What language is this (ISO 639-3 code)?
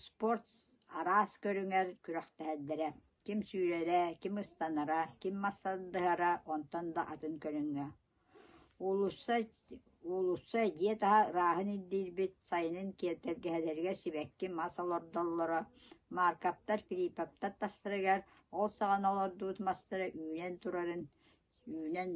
sah